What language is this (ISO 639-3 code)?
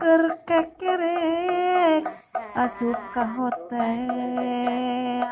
sun